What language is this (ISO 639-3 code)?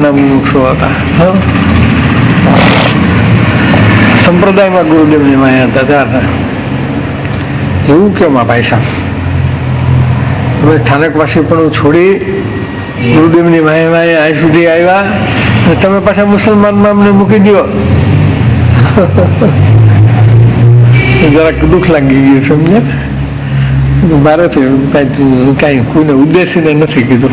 guj